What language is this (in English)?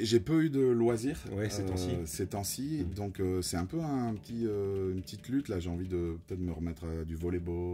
French